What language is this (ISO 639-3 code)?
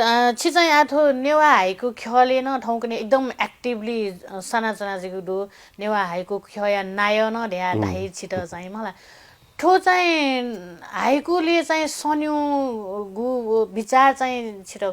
new